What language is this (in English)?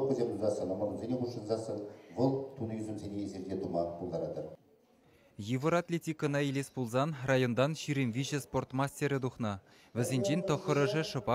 Chuvash